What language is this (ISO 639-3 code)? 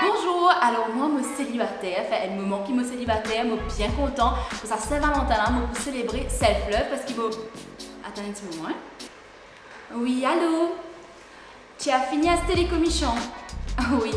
mfe